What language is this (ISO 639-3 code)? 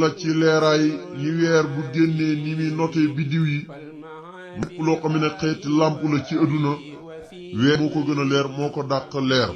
wol